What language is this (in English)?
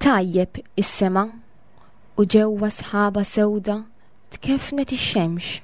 Maltese